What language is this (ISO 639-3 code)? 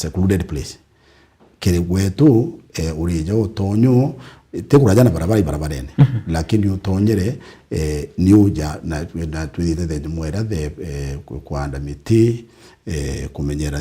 mer